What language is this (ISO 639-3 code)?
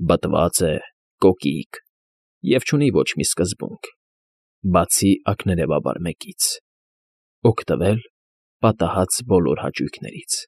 hye